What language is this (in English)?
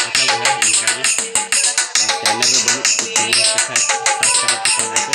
Santali